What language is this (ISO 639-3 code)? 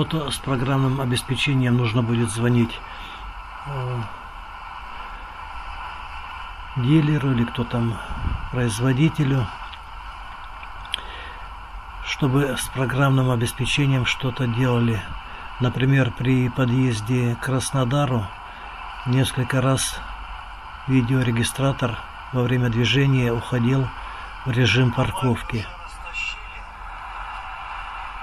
rus